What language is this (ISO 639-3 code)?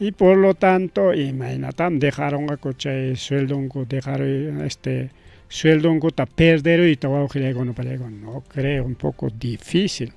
quy